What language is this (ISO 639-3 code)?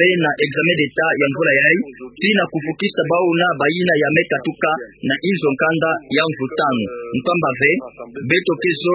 ktu